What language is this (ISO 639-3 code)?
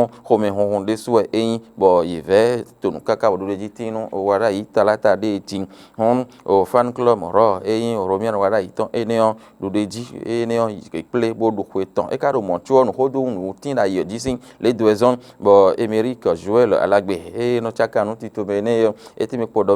fon